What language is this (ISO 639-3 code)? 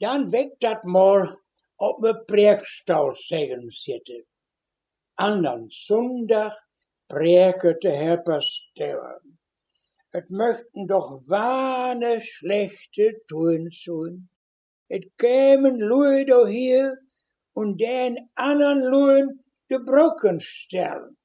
wep